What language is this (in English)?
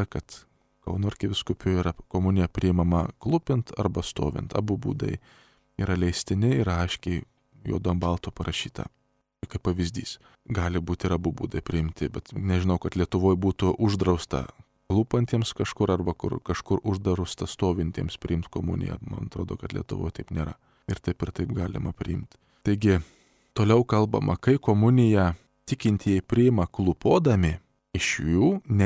Lithuanian